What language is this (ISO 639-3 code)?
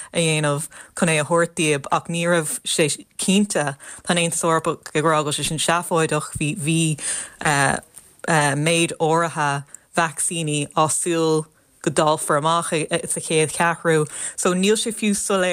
gle